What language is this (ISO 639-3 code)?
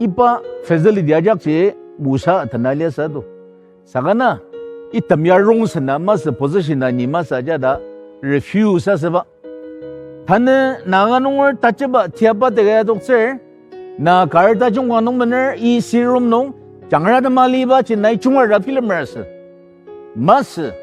njo